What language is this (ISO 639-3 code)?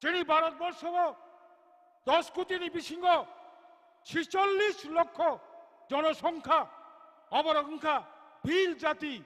trp